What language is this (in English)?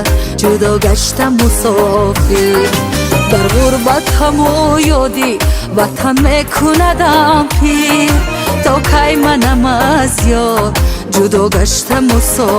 Tajik